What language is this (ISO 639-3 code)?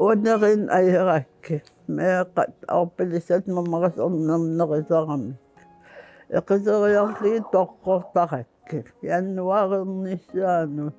kal